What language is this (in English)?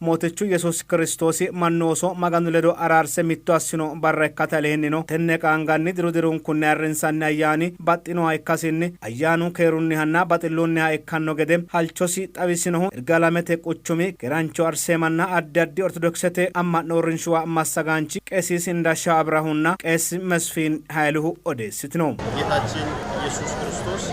Sidamo